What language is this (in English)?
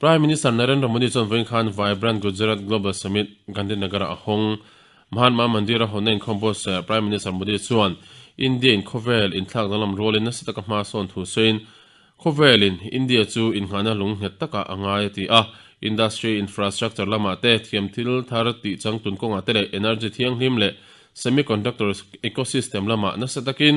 Mizo